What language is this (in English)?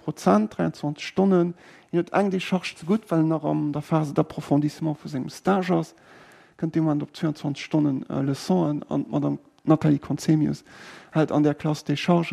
Luxembourgish